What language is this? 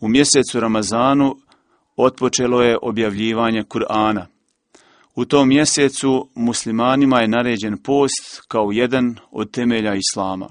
Bosnian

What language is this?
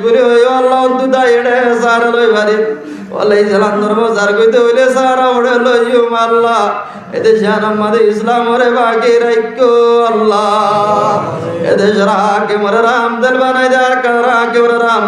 Rohingya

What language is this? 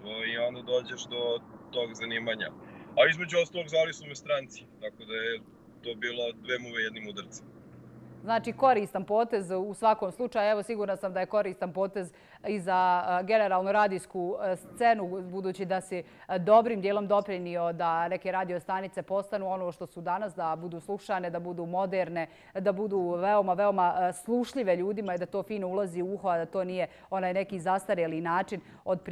Serbian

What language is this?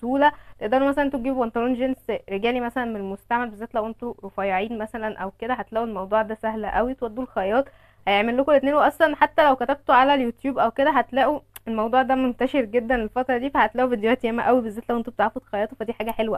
Egyptian Arabic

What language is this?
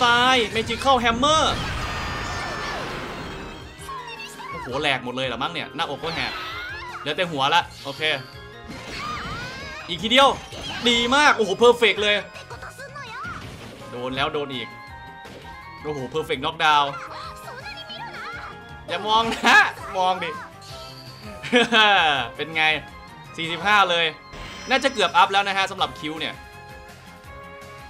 Thai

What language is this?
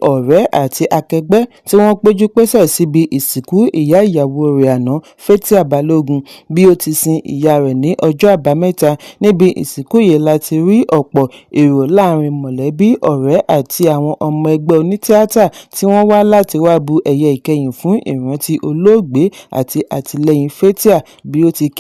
Yoruba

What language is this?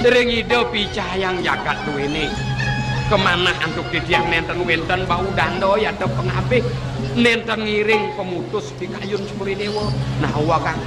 Balinese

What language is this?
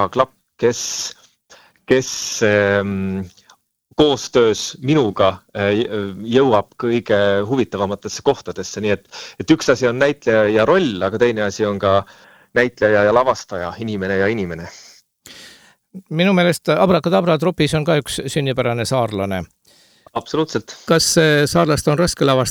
Estonian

